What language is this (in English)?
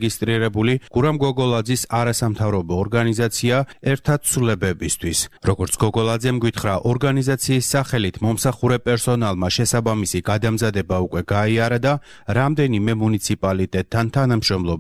Georgian